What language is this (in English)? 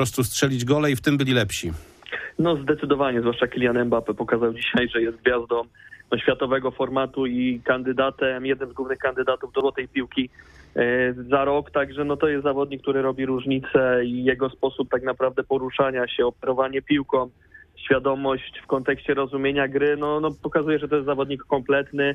Polish